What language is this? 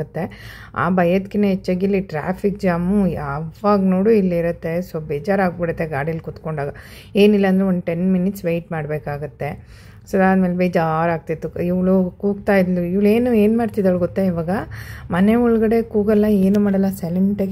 Kannada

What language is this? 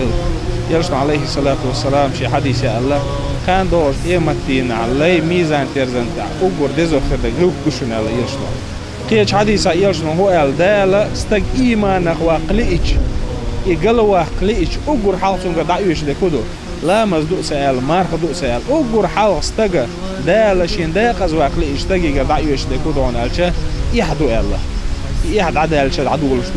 Chechen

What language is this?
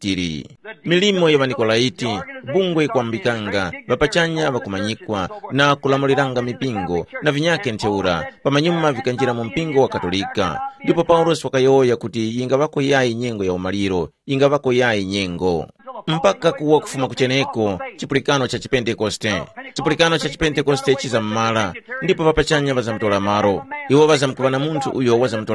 Tumbuka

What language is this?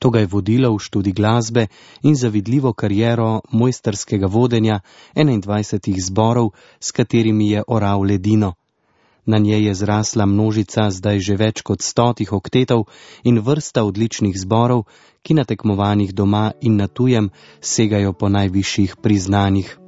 Slovenian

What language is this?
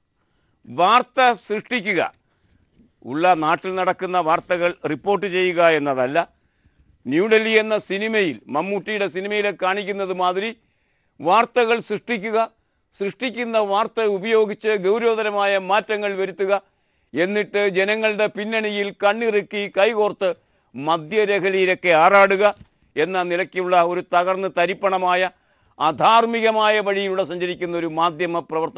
Malayalam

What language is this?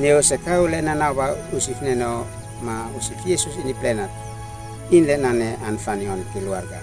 Uab Meto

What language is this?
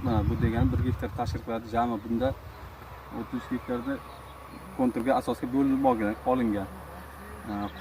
Uzbek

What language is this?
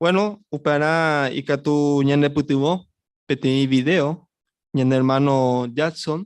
Guarani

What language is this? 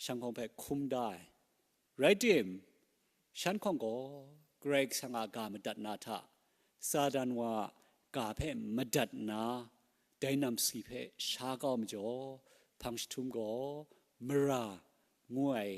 Kachin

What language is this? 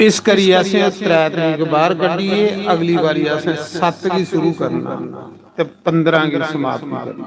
Dogri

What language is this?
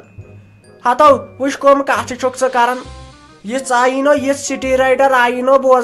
Kashmiri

